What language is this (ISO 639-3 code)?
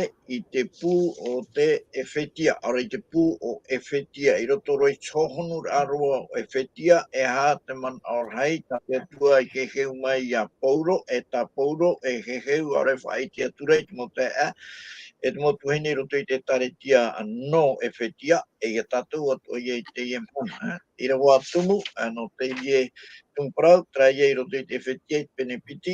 tah